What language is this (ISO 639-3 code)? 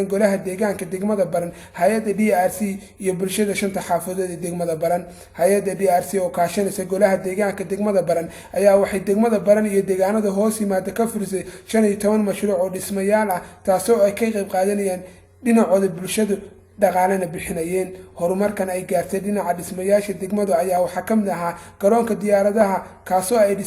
som